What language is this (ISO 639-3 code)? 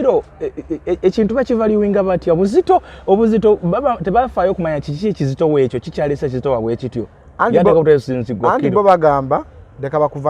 lug